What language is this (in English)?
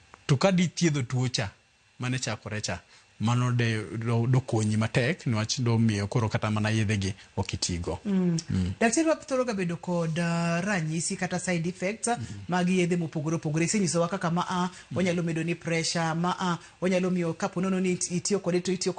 Luo (Kenya and Tanzania)